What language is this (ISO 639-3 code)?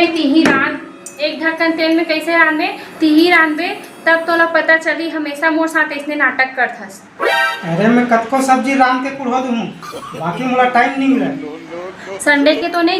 hne